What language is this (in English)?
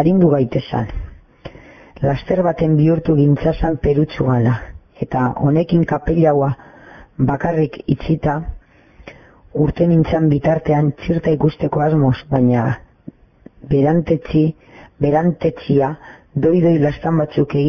Basque